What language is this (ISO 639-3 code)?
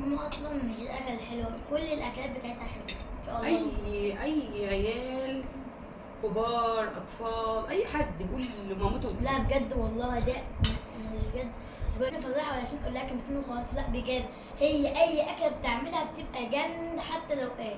arz